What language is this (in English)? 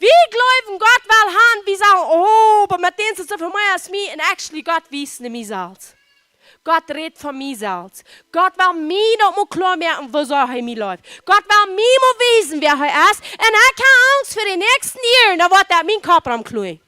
Plautdietsch